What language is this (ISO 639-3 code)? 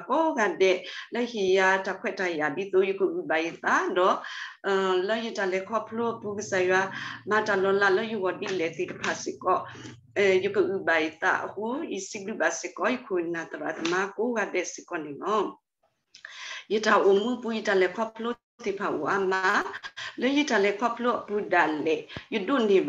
ksw